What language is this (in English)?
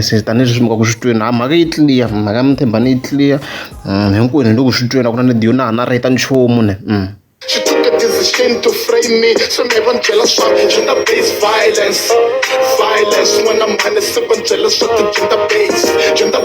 Tsonga